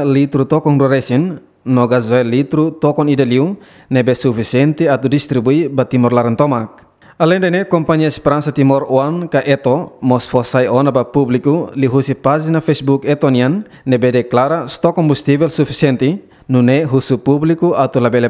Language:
Tetum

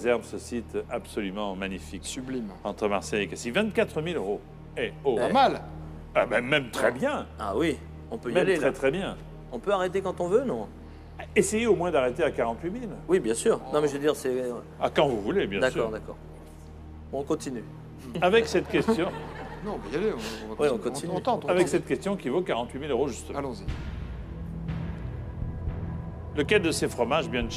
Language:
French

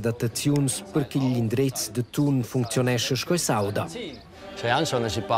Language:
Romansh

